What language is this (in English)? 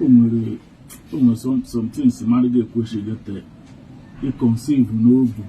Igbo